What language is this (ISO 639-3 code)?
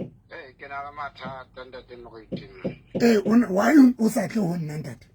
sot